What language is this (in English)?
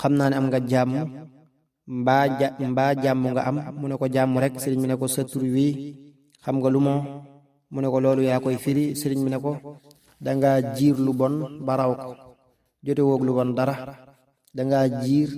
Wolof